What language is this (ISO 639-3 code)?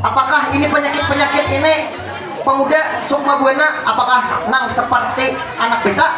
bjn